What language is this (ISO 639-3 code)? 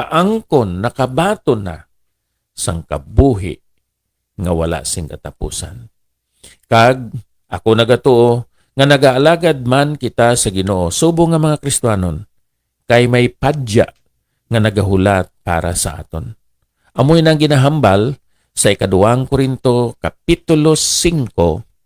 hil